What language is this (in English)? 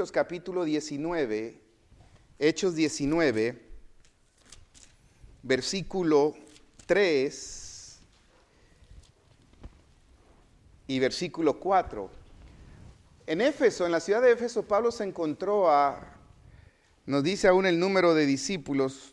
Spanish